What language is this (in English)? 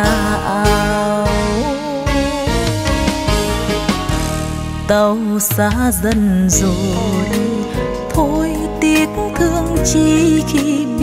Vietnamese